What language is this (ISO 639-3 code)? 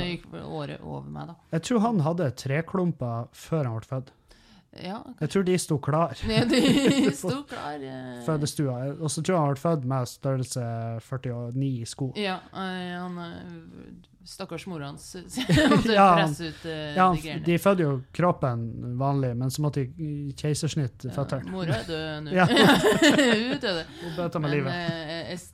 nor